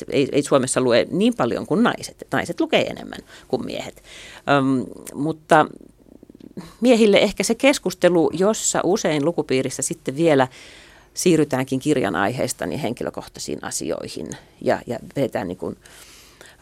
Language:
Finnish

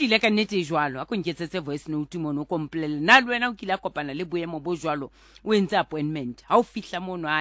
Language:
Southern Sotho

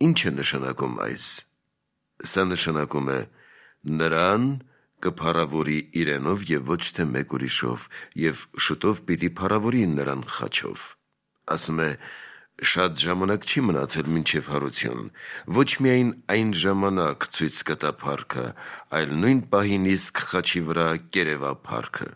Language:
Armenian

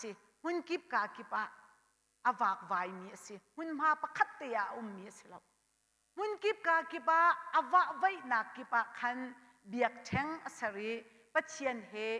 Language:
Hakha Chin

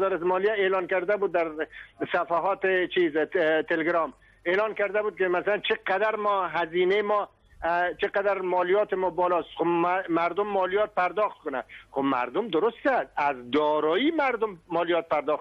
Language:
Persian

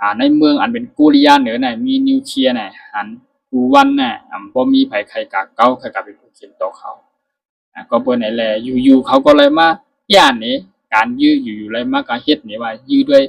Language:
Shan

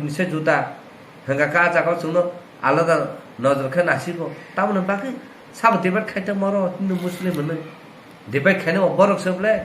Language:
Kok Borok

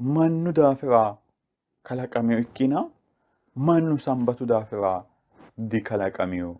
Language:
Sidamo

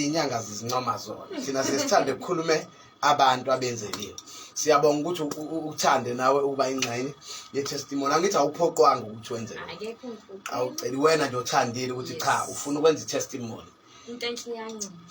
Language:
Zulu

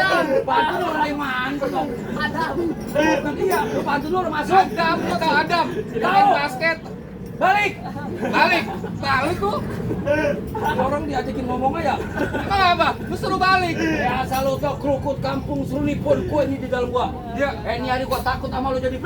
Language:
Betawi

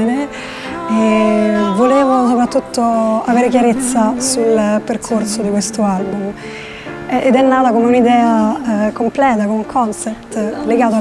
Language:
Italian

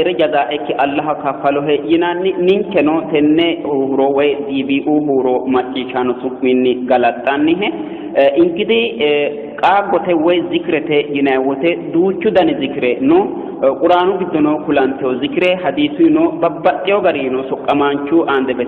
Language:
Sidamo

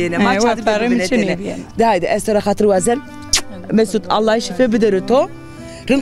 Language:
Zaza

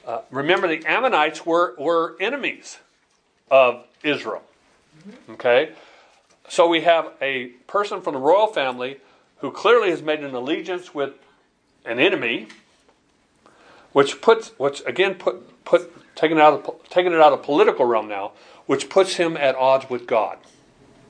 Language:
English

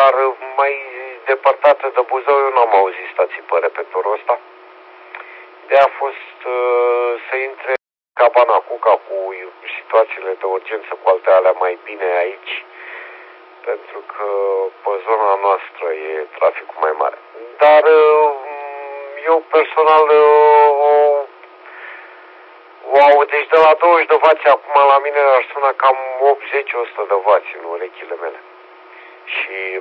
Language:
Romanian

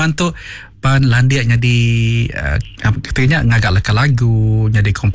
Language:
Iban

